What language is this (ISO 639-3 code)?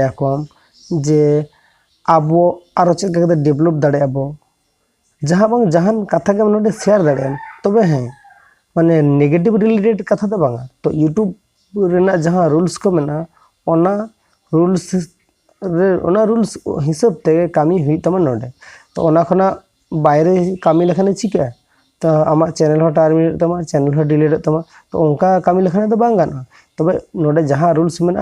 sat